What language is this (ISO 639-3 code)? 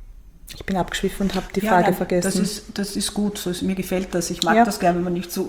deu